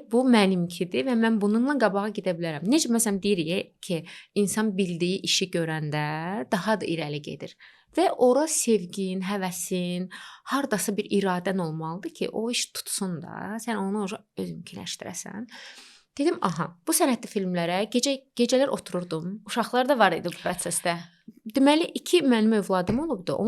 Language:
Azerbaijani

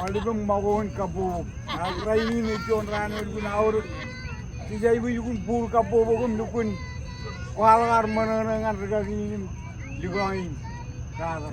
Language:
Marshallese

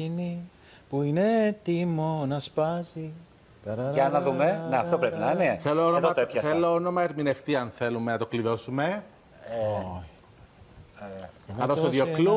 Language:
Greek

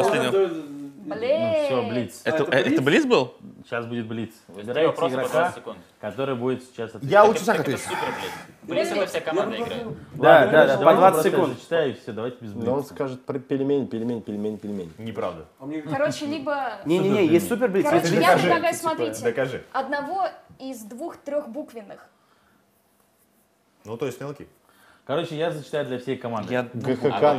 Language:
Russian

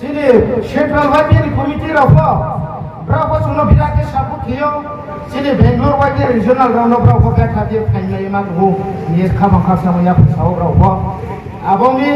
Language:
Riang (India)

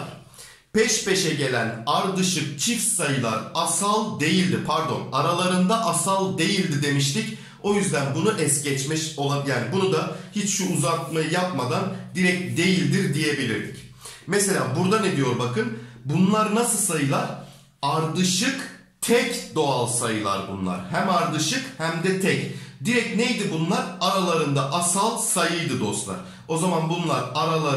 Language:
Turkish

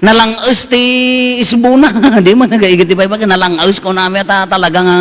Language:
Iloko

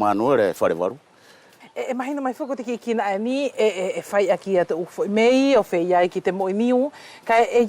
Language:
Wallisian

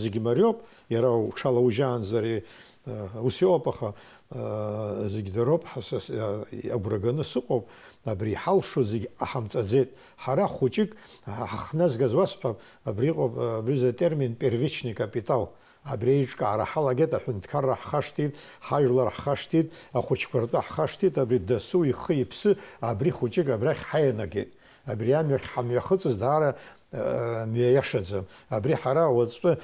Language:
Abkhazian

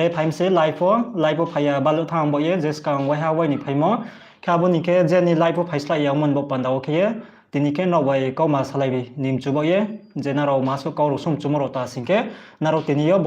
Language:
Riang (India)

